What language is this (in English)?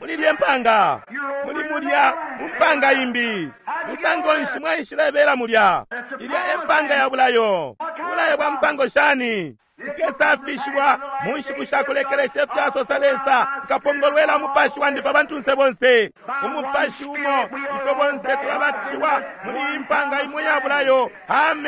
Bemba